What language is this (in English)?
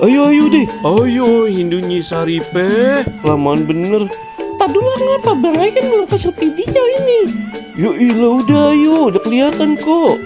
Betawi